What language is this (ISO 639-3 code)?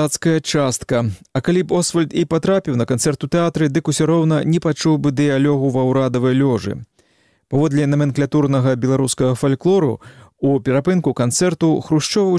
bel